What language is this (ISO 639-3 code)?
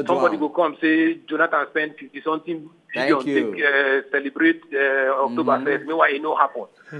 pcm